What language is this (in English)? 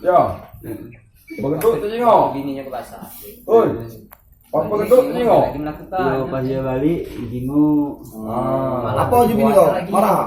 Musi